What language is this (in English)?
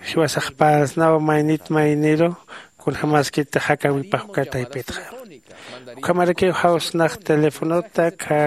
Aymara